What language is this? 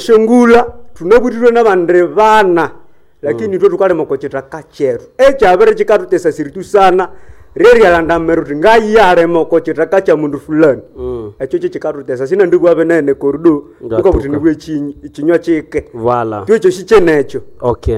Nande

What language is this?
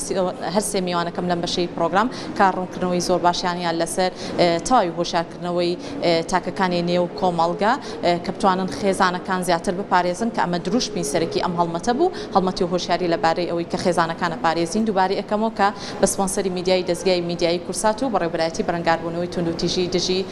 Central Kurdish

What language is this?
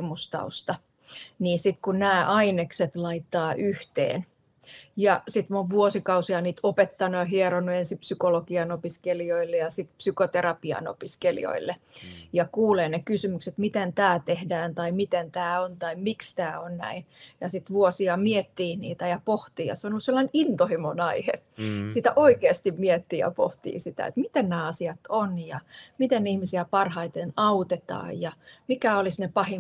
Finnish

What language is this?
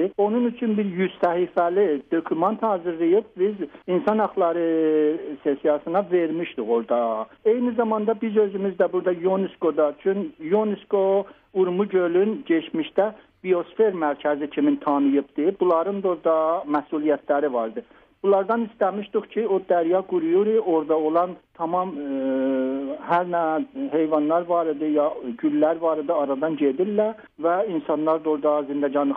South Azerbaijani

